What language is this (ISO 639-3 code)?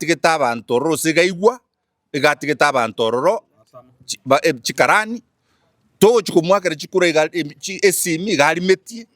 guz